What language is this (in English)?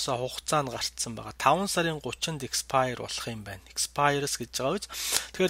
Mongolian